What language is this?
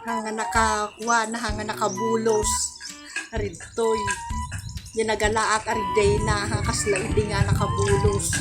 Iloko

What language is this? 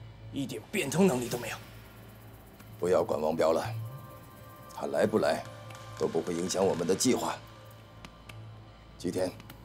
Chinese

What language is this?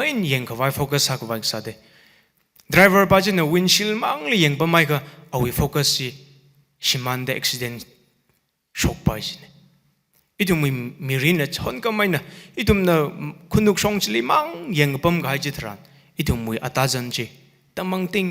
Tangkhul Naga (India)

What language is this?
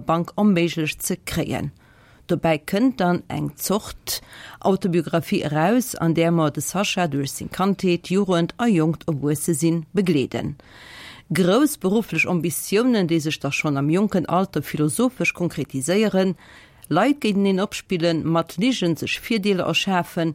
Luxembourgish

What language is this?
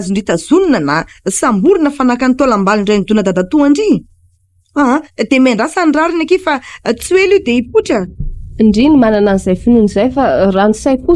Malagasy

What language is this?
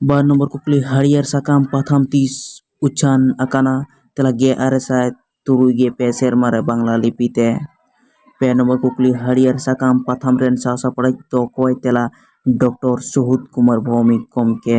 Santali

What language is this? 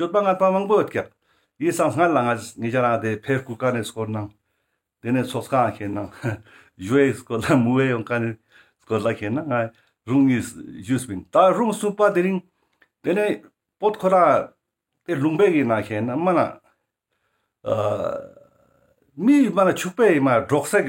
Ladakhi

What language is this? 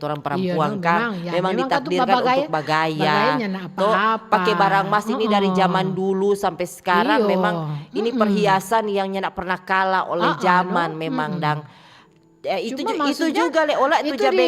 Manado Malay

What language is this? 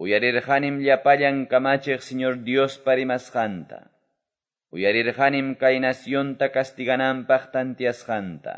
Quechua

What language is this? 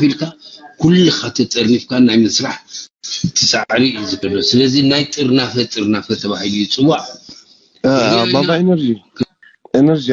Tigrinya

